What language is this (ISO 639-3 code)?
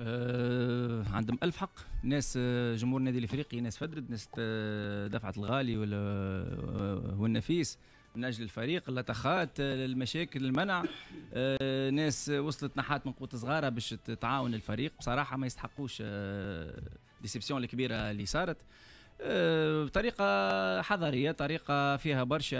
aeb